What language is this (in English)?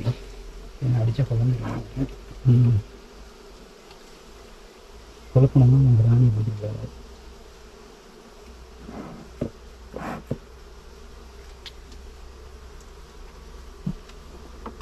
Tamil